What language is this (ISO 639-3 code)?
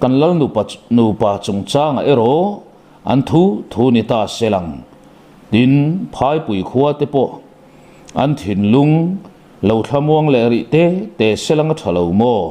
lus